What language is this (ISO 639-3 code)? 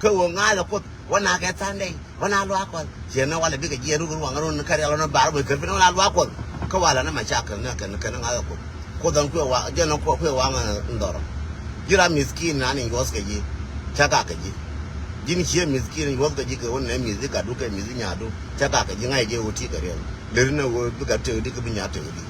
nus